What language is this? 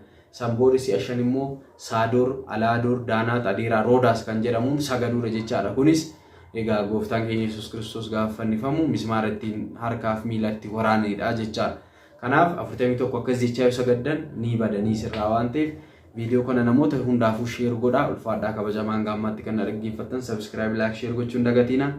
Oromo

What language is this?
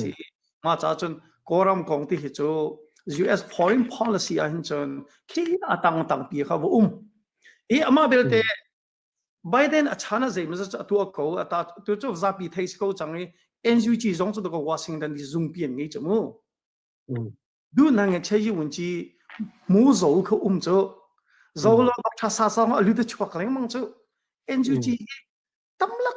Hakha Chin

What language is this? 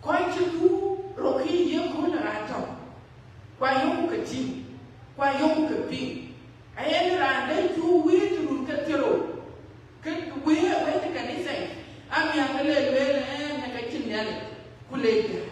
Dinka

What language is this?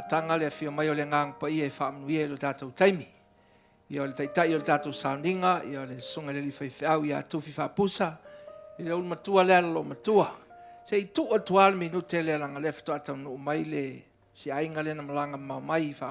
Samoan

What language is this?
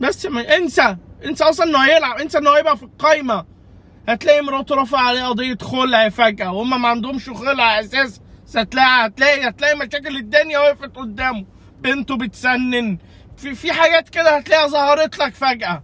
Egyptian Arabic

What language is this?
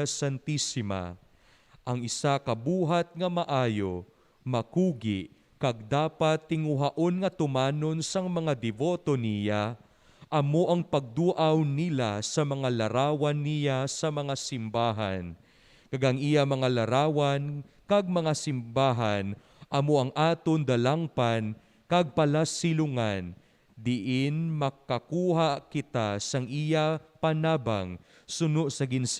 Hiligaynon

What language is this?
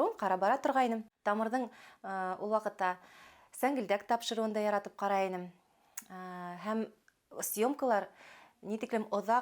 Bashkir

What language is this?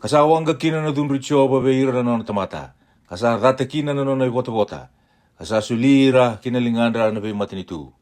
Fijian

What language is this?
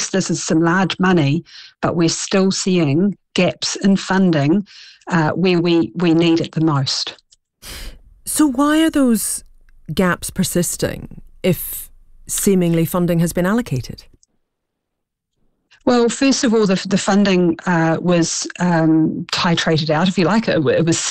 English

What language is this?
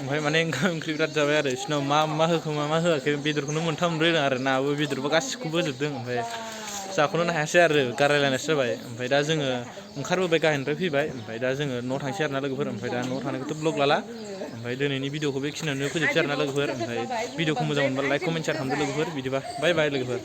Bodo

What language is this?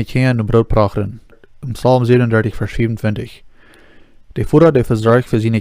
Plautdietsch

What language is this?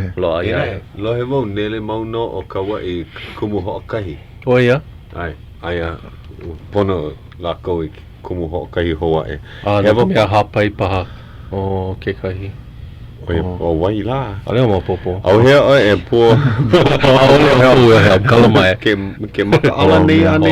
Hawaiian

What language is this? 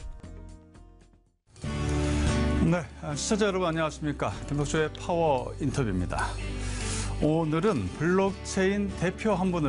Korean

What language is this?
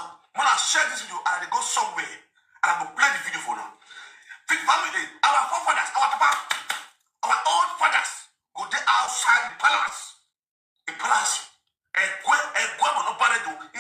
Nigerian Pidgin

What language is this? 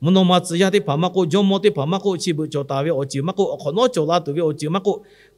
Lahu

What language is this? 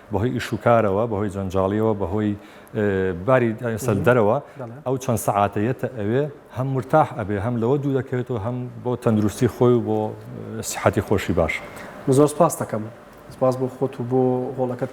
Central Kurdish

